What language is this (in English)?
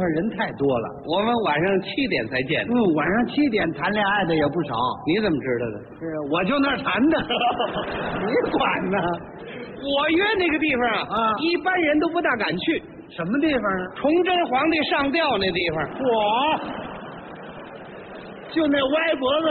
Chinese